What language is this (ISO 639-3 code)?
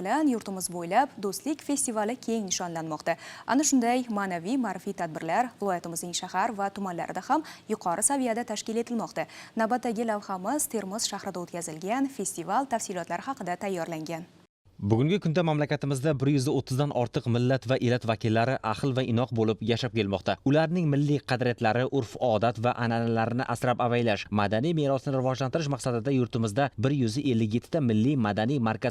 uzb